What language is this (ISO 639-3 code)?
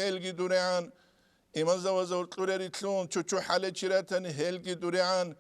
ava